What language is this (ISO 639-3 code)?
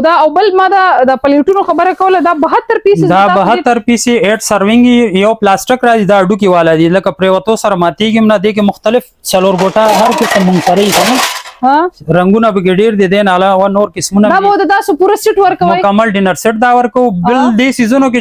pus